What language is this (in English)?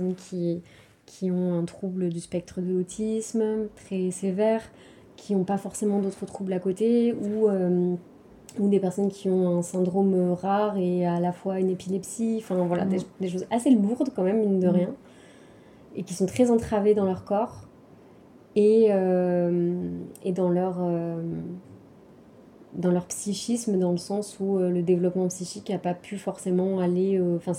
French